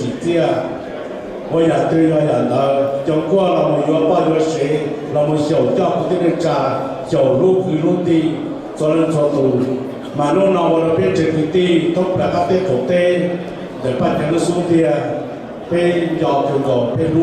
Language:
Hmong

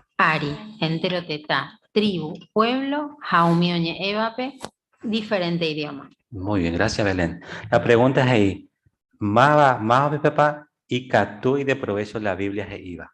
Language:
Guarani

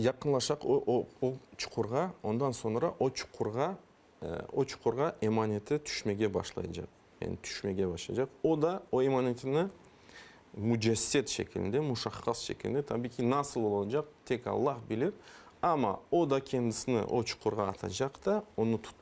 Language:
Crimean Tatar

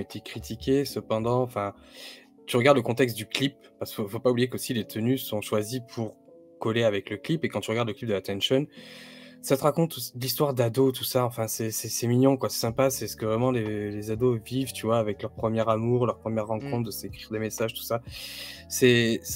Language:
French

